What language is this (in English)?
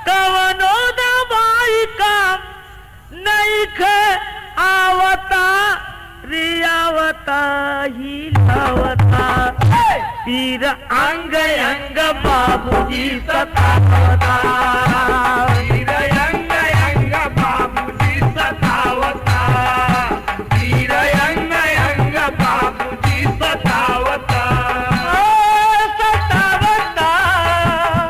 Bhojpuri